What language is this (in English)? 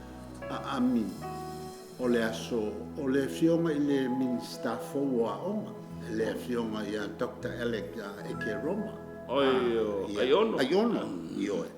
Samoan